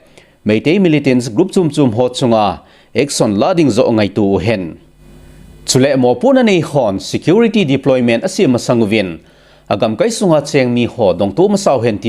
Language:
Thado Chin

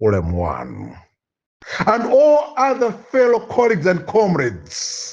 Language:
Nyanja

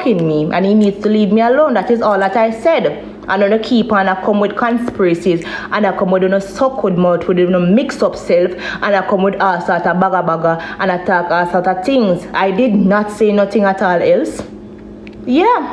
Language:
Jamaican Creole English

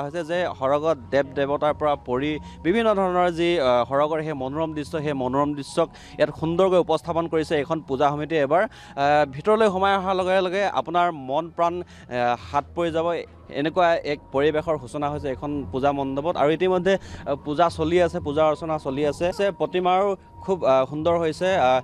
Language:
Assamese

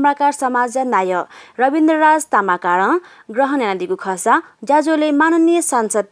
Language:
Newari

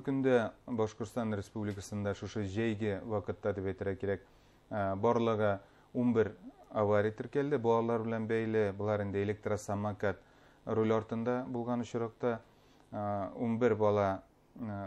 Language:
Bashkir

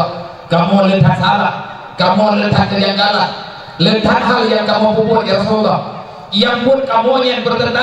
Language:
Achinese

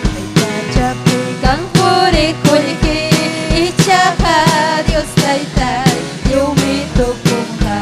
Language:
Ayacucho Quechua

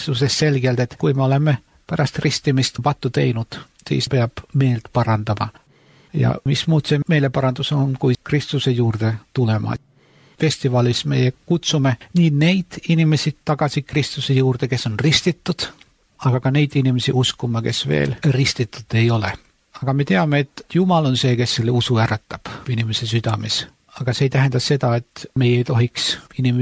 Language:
Estonian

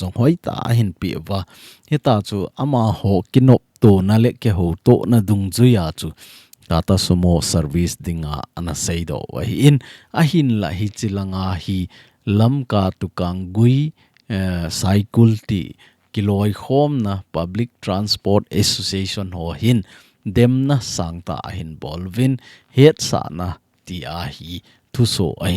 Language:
Thado Chin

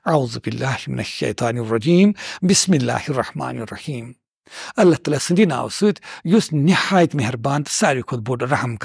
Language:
Kashmiri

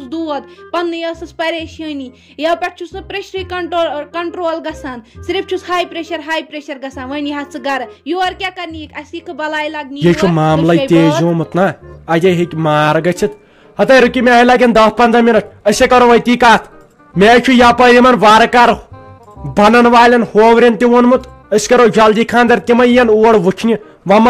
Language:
Kashmiri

